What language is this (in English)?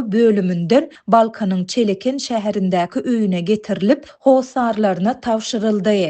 Turkmen